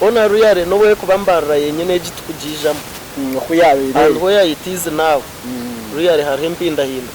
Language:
Nyankole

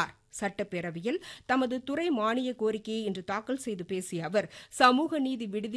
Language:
Tamil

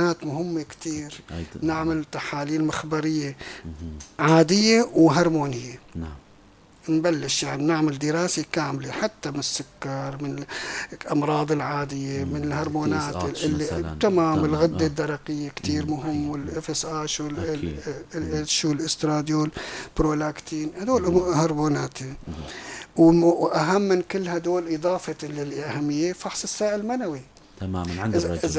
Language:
North Levantine Arabic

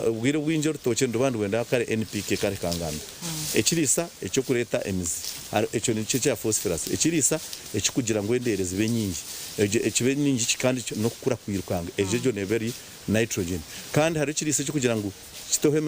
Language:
Nyankole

